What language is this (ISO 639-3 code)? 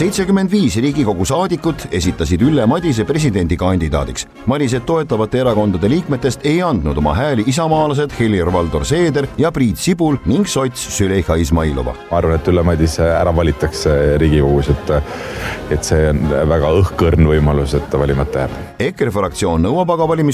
est